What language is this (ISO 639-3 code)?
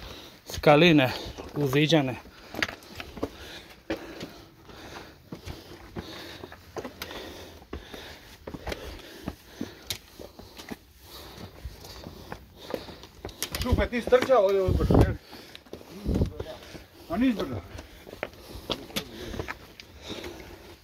hrv